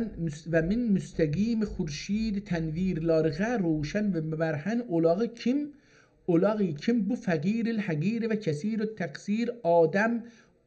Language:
South Azerbaijani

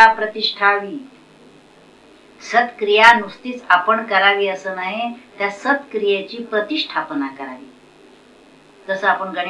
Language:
Marathi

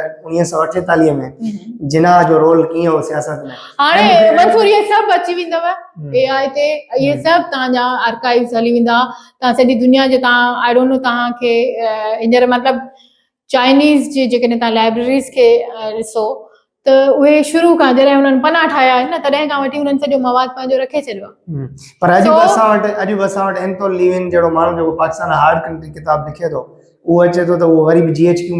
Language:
Sindhi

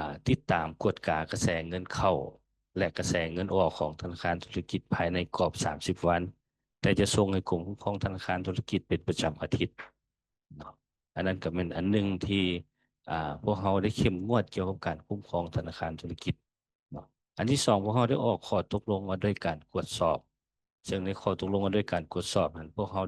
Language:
Lao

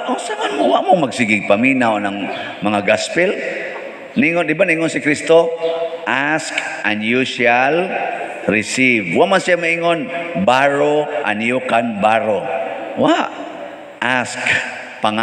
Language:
Cebuano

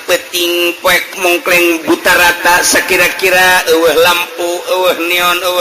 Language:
Sundanese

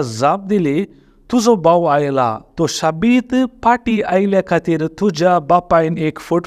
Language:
Konkani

